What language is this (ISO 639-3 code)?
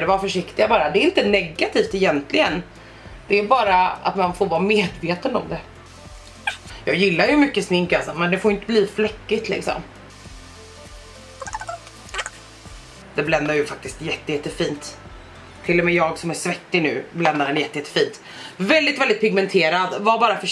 swe